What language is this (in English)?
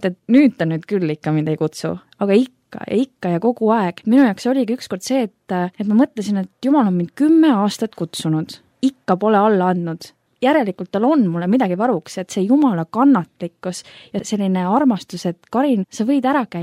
Estonian